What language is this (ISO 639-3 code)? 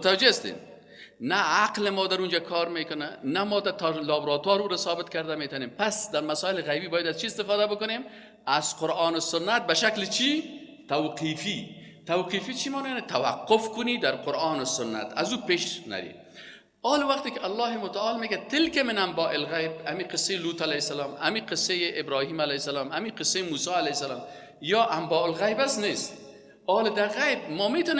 fas